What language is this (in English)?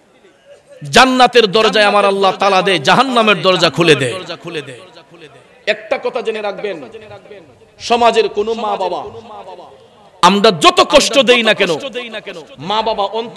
Bangla